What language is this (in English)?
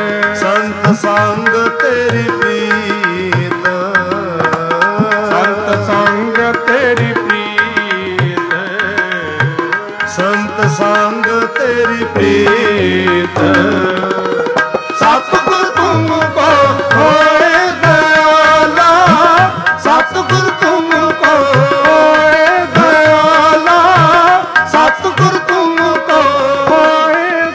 Punjabi